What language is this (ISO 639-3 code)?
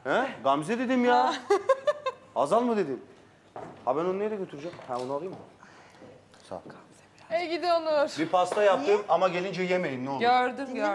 tur